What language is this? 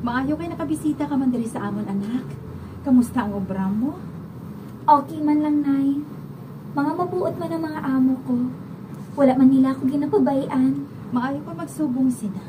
Hiligaynon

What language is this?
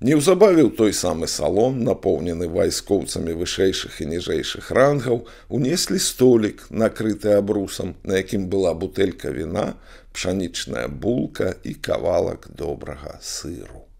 Belarusian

